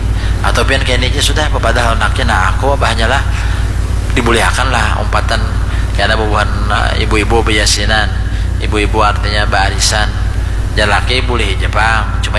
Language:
Banjar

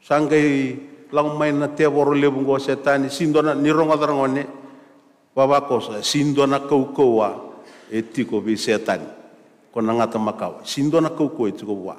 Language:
Fijian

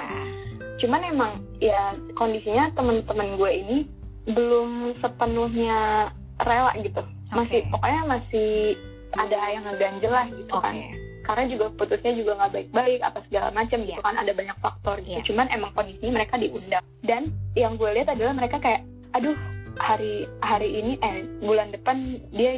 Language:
Indonesian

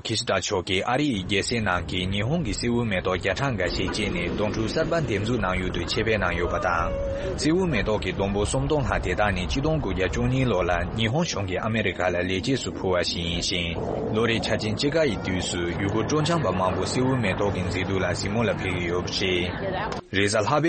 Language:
Tibetan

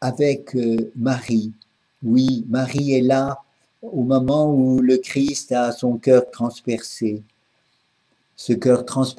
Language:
French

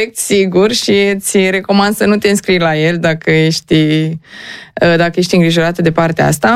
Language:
Romanian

